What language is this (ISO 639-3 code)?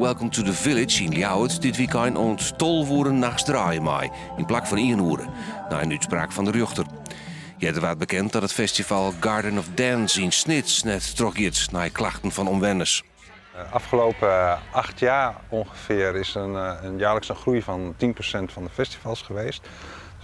fry